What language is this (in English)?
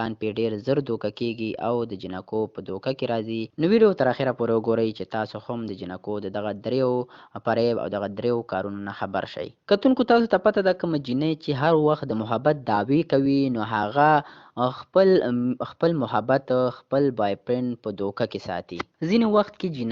Pashto